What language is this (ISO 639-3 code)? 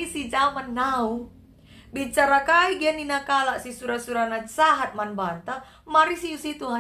btx